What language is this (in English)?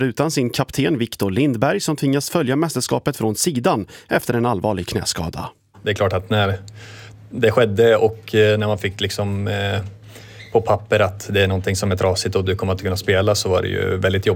Swedish